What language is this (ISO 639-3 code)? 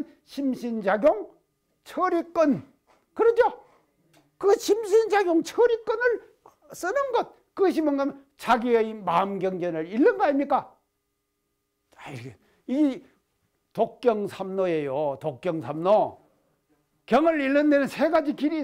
kor